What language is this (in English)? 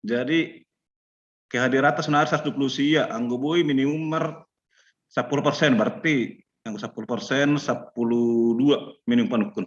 Batak Simalungun